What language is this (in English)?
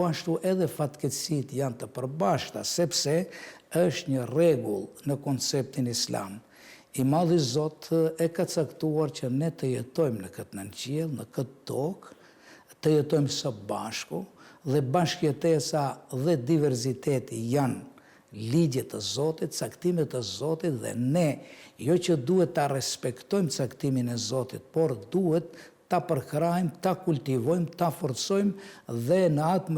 Albanian